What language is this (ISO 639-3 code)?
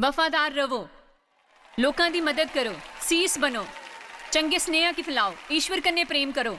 doi